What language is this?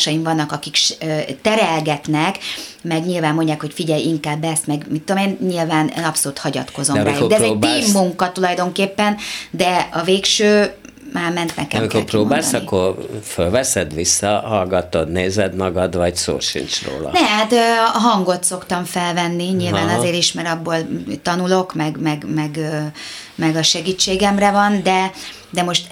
Hungarian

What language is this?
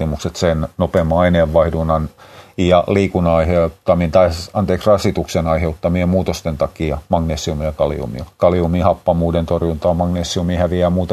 Finnish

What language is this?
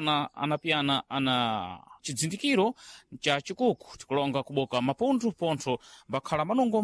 Sena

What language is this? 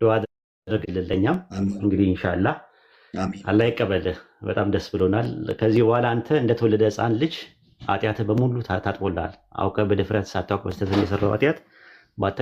Amharic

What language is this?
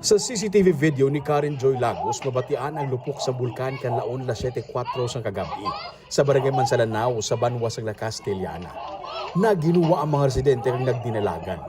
Hiligaynon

